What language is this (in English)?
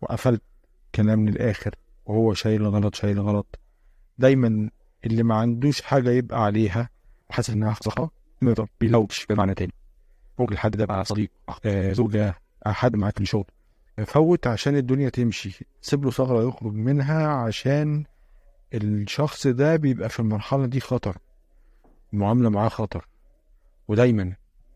Egyptian Arabic